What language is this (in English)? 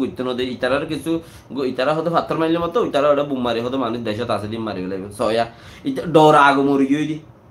Rohingya